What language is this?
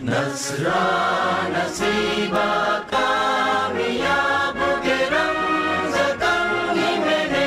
Divehi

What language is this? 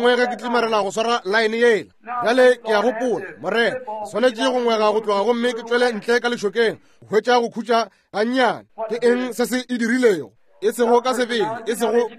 Northern Sotho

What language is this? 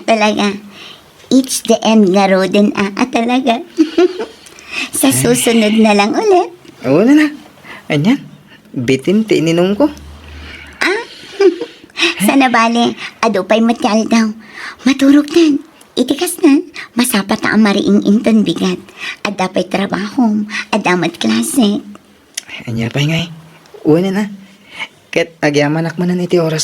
Iloko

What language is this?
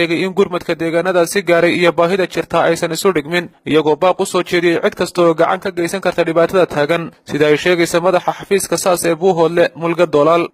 Somali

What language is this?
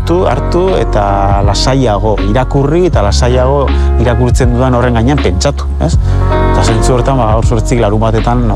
Basque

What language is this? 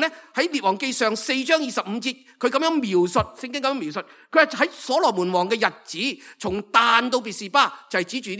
Cantonese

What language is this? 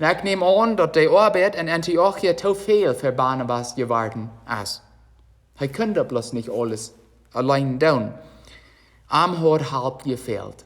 Plautdietsch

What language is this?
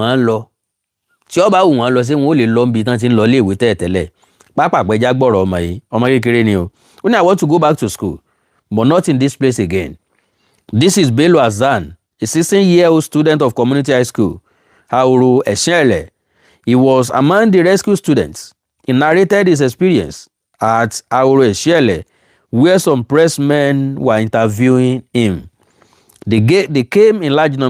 Yoruba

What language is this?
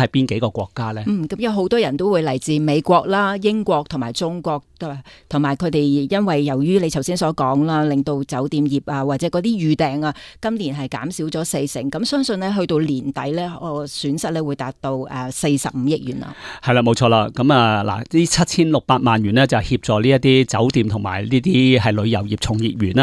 Cantonese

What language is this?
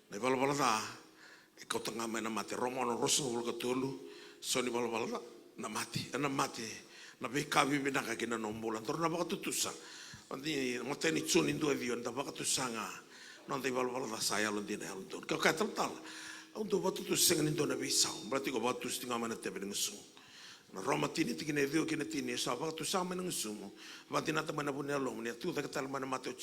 Fijian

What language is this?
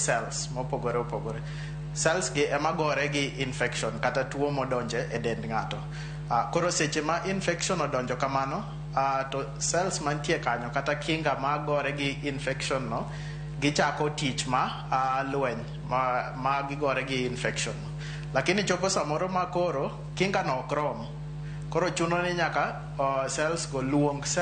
Luo (Kenya and Tanzania)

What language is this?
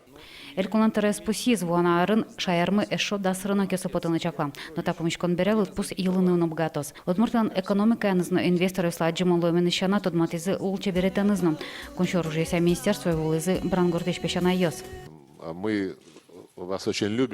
Udmurt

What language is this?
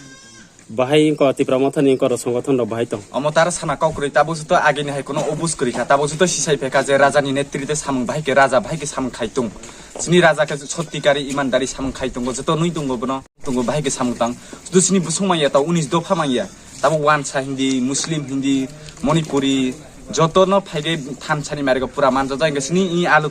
Kok Borok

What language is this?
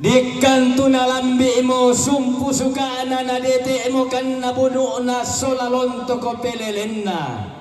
Toraja-Sa'dan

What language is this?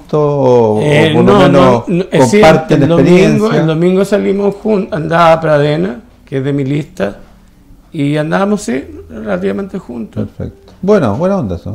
Spanish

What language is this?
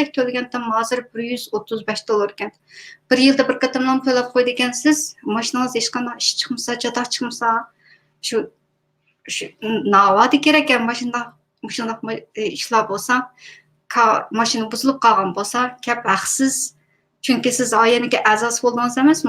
Uyghur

